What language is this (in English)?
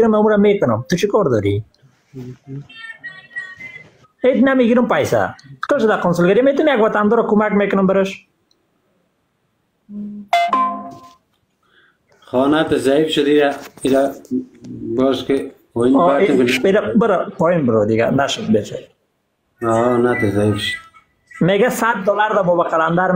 Persian